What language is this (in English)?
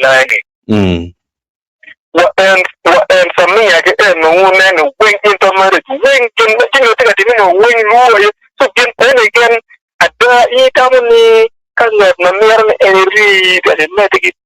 Acoli